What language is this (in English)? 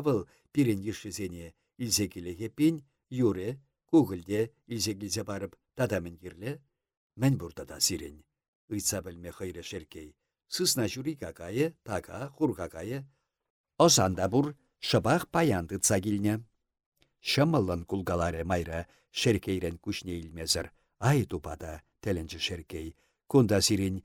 Chuvash